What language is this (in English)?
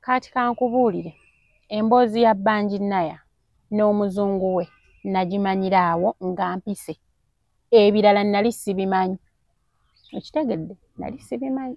Ganda